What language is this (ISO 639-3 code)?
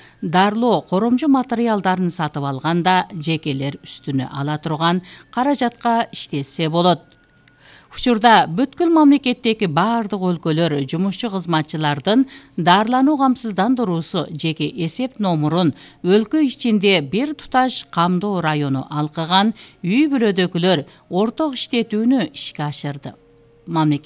kir